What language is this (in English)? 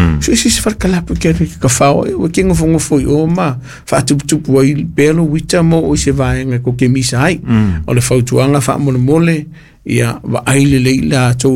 Samoan